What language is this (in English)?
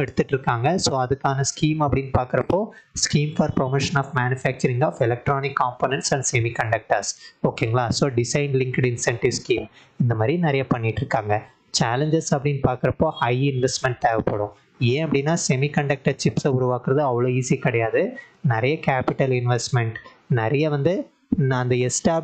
Tamil